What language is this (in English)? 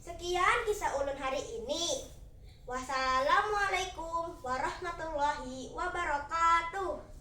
Banjar